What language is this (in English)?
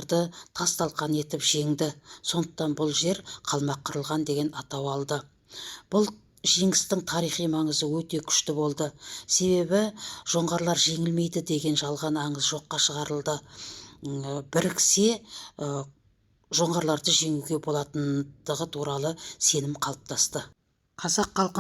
Kazakh